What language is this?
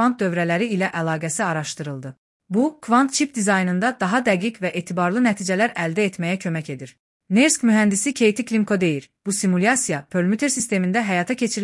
Azerbaijani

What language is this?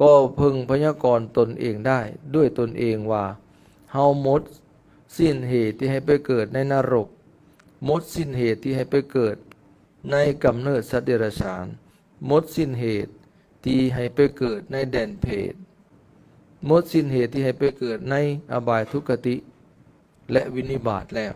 Lao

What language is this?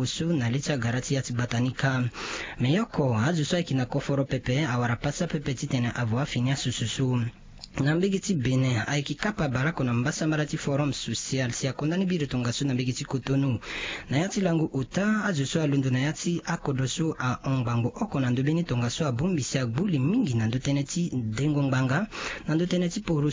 Sango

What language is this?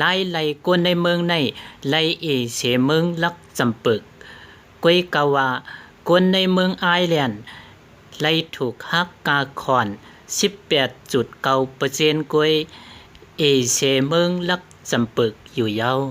Shan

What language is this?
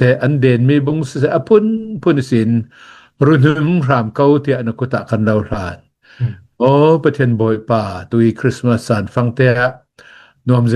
Hakha Chin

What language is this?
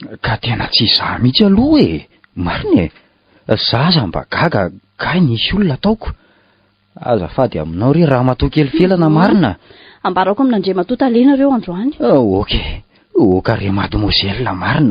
Malagasy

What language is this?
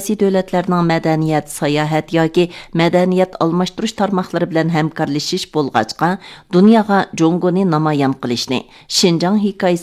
Uyghur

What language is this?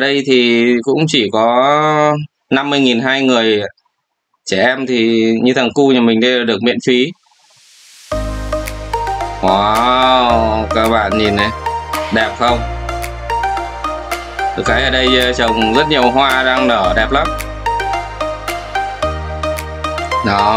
Vietnamese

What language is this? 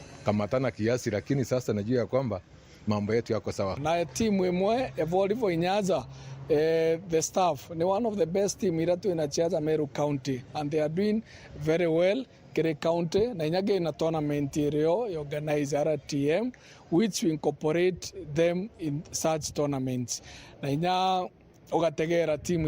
Meru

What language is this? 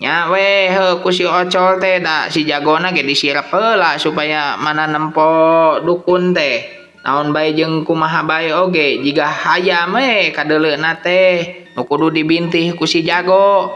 Sundanese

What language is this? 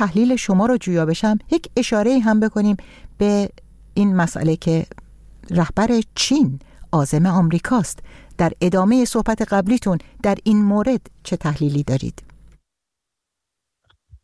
Persian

